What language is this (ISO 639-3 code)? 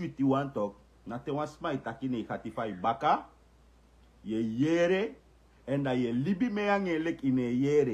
srn